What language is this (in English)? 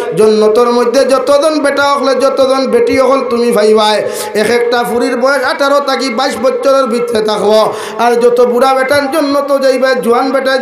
Sylheti